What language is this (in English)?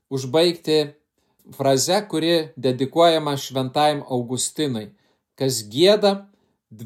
Lithuanian